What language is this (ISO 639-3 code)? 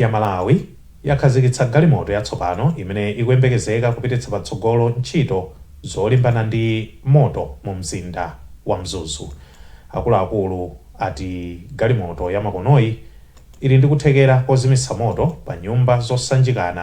nya